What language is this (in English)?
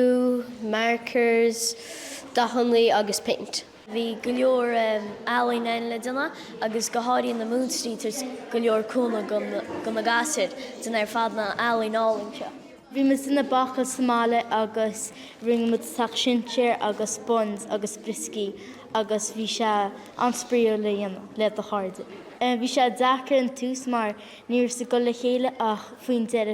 Irish